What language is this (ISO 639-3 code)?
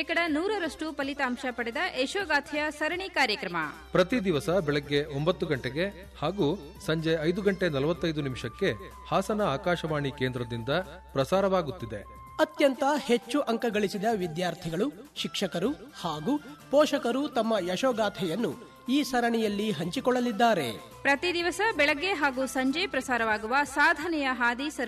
kan